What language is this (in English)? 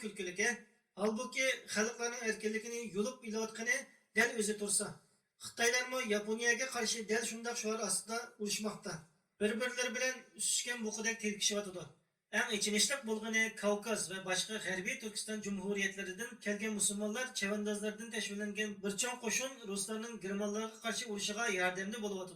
Uyghur